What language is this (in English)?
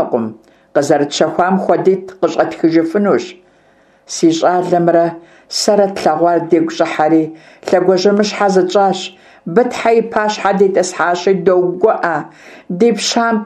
Kabardian